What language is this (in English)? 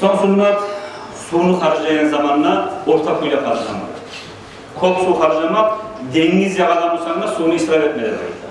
Kumyk